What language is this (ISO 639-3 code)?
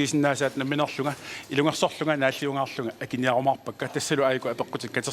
kal